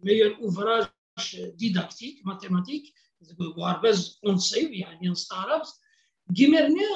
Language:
Kabyle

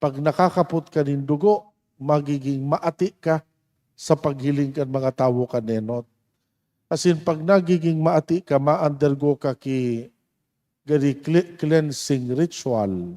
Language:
Bikol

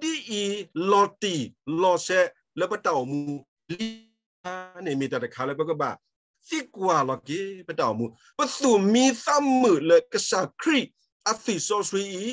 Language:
S'gaw Karen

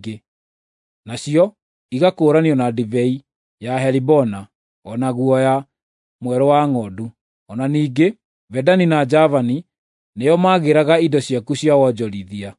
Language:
Kikuyu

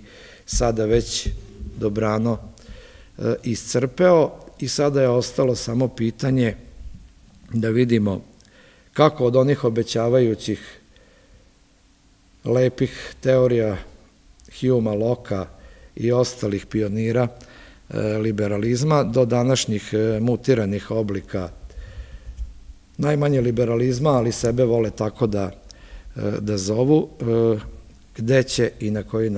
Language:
Serbian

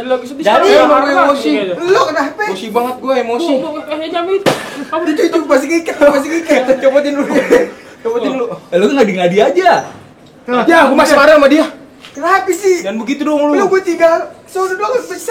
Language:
Betawi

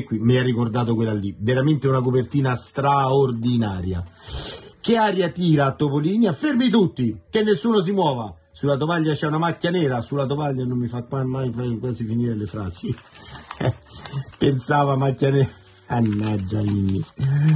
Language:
Italian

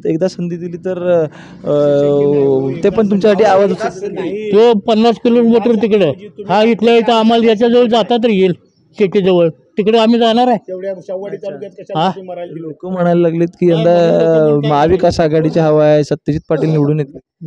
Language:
Marathi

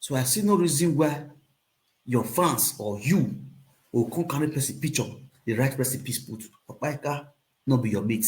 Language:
Nigerian Pidgin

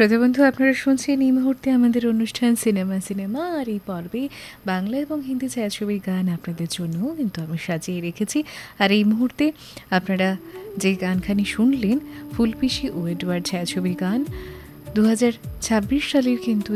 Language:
Bangla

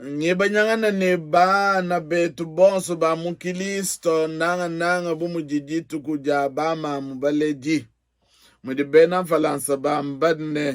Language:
Luba-Lulua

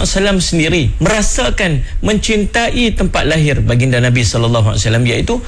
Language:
Malay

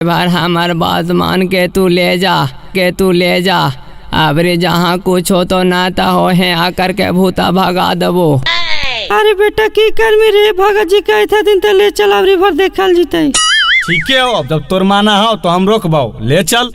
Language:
Magahi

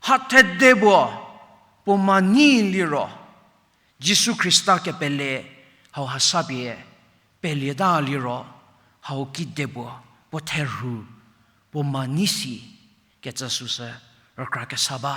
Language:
Angami Naga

